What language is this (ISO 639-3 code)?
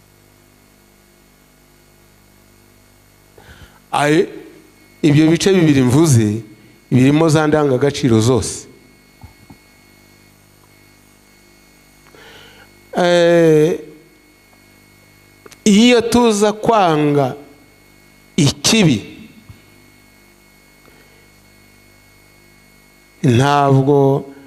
kin